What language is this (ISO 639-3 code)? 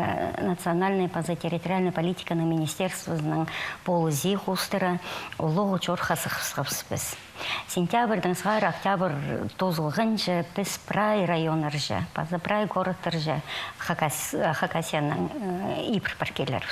kjh